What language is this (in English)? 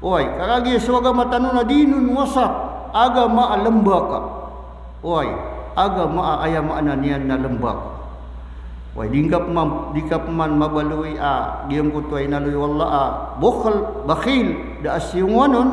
Maranao